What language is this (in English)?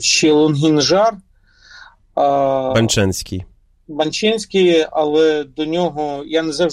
Ukrainian